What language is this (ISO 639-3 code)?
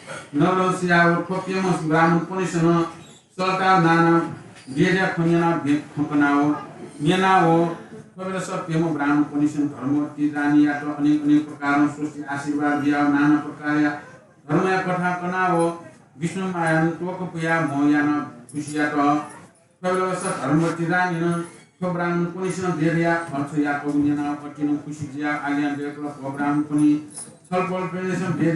new